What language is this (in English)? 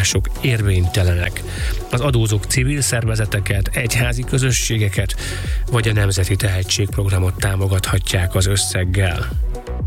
Hungarian